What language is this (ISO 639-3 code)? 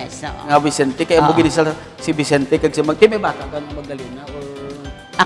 hil